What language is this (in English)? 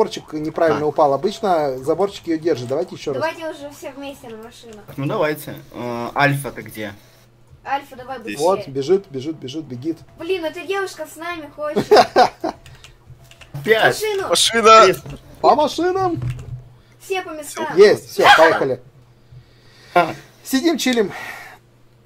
Russian